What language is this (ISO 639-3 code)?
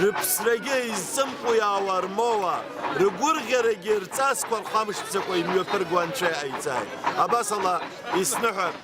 abk